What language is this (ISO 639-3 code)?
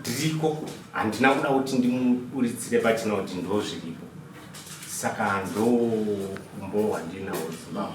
sna